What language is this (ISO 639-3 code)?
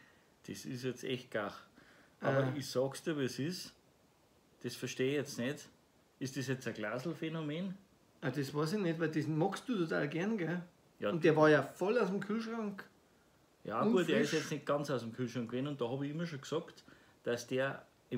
bar